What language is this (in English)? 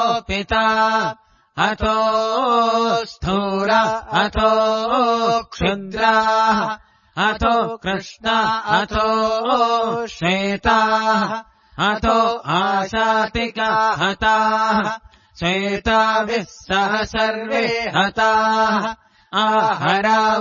Sanskrit